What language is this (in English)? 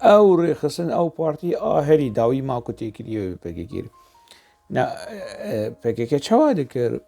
Kurdish